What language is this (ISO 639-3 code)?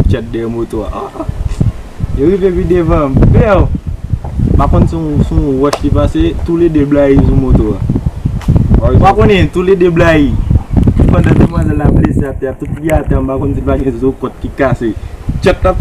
hat